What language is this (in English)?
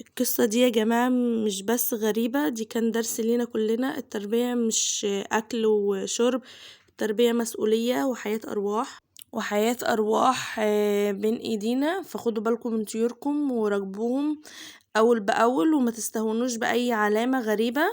Egyptian Arabic